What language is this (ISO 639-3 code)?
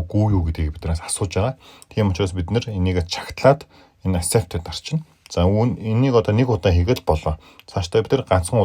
mon